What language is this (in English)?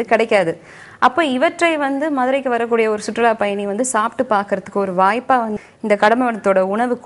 Tamil